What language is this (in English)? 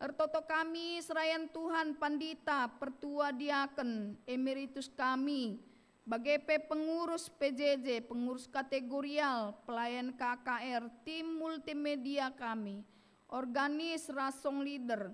Batak Karo